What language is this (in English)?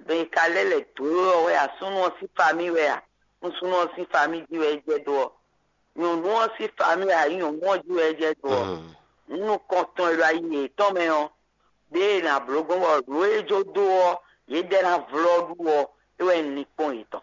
Fon